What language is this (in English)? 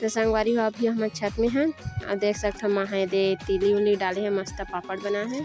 Chhattisgarhi